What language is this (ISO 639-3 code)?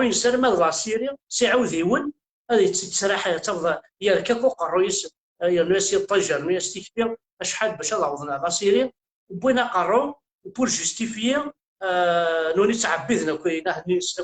kab